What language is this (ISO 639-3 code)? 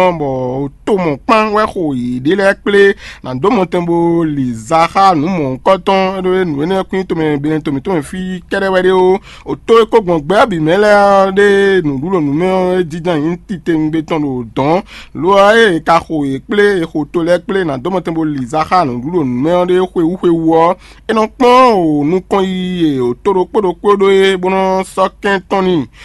fon